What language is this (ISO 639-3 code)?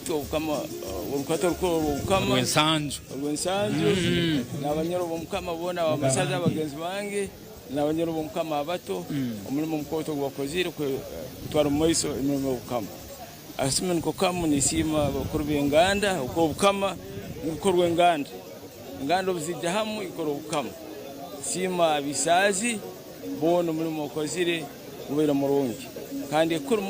nyn